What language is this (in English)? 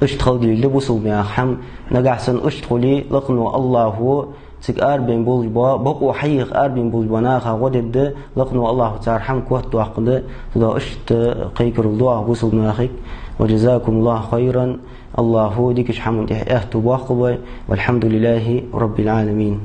Ingush